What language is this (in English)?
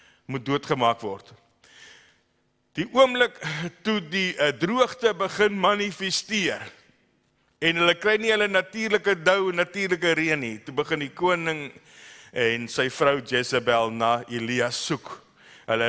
Afrikaans